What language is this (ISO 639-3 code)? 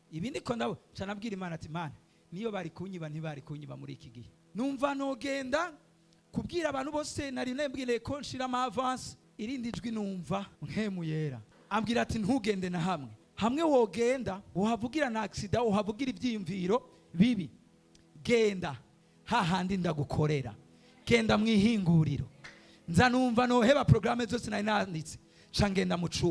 run